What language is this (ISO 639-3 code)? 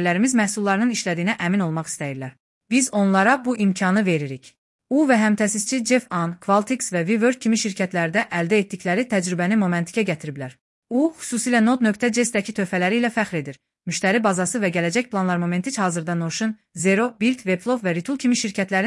aze